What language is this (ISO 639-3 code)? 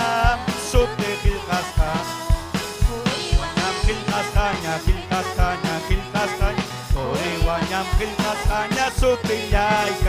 quy